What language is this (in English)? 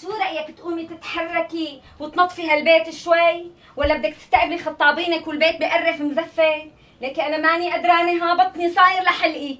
North Levantine Arabic